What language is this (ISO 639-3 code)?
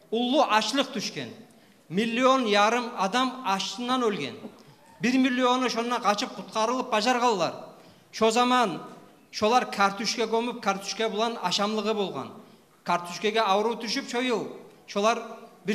kum